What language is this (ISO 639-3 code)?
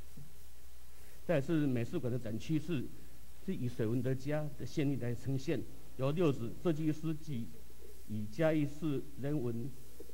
zho